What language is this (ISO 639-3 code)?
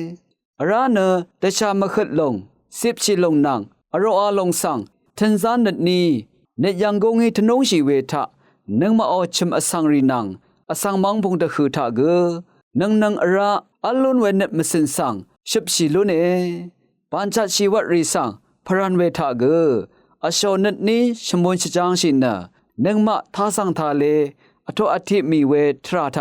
raw